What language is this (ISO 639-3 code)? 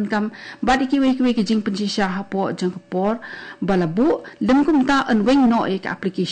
kha